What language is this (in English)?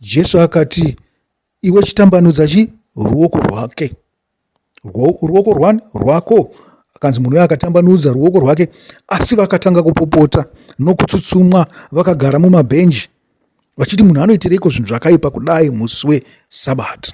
Shona